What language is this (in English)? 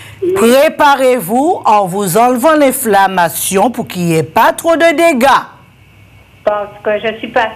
French